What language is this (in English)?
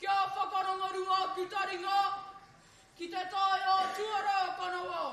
Māori